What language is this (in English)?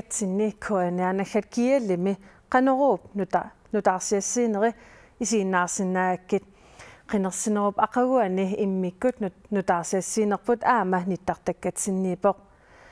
Kalaallisut